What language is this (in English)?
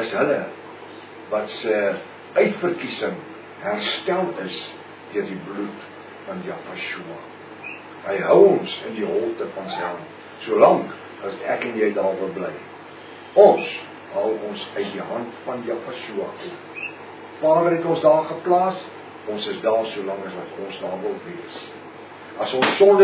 Afrikaans